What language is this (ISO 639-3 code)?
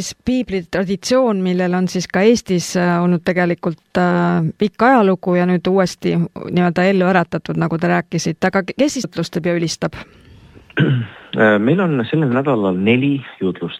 est